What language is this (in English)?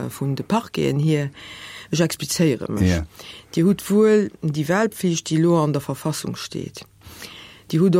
Luxembourgish